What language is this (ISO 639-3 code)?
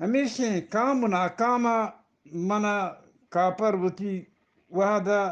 bgp